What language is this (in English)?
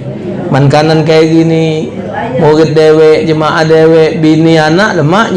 Musi